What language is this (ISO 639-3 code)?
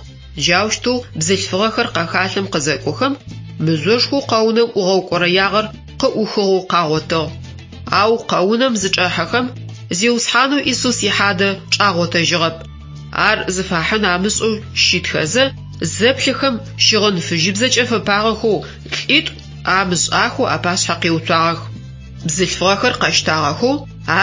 ady